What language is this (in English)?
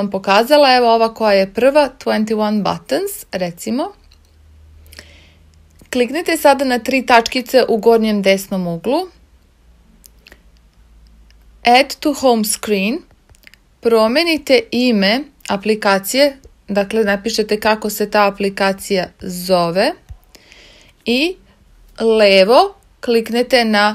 Serbian